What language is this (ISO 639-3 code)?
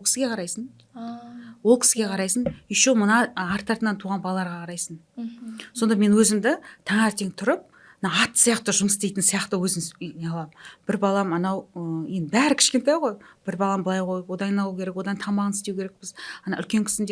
kaz